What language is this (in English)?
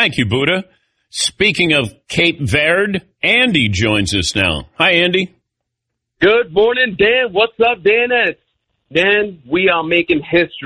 English